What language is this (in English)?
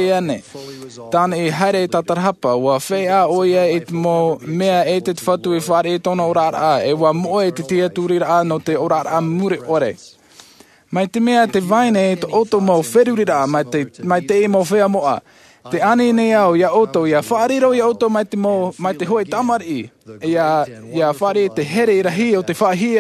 Tahitian